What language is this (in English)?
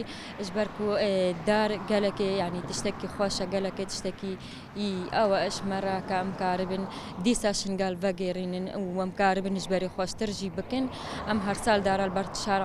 Kurdish